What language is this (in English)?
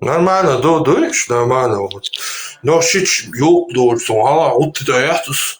Chechen